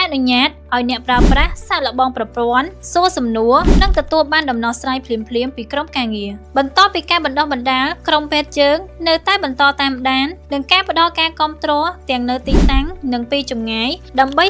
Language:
Khmer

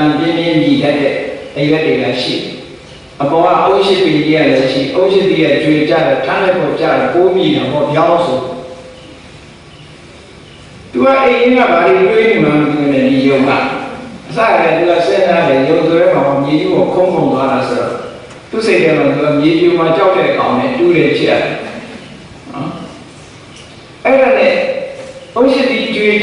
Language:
Burmese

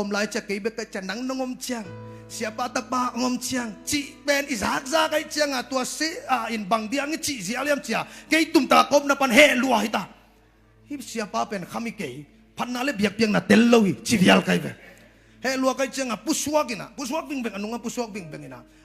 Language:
Tedim Chin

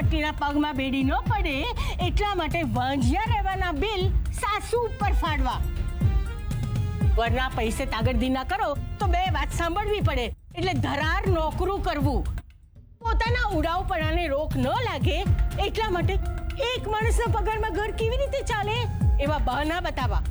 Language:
Gujarati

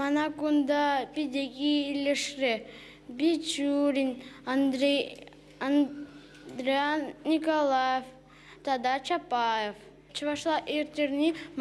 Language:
Chuvash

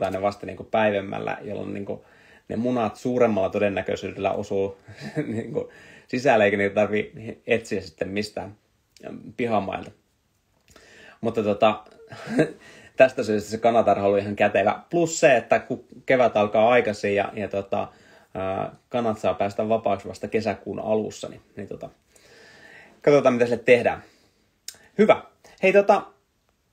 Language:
Finnish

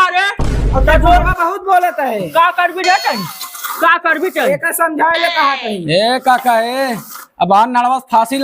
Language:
Awadhi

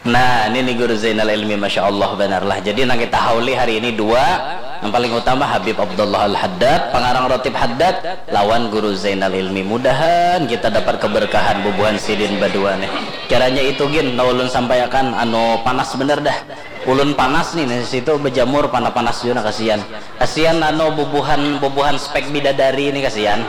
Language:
Banjar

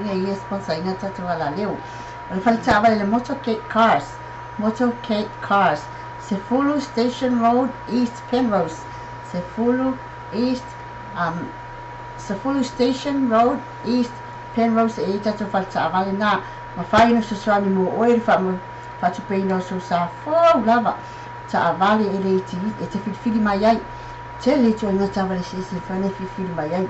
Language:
Samoan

